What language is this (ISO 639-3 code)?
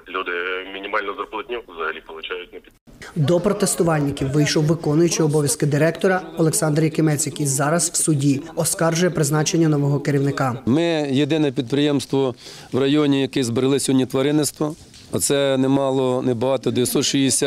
ukr